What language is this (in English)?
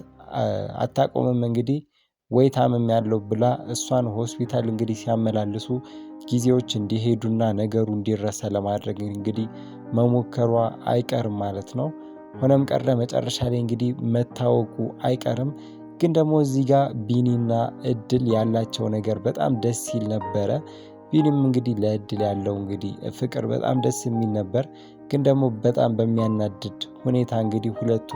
Amharic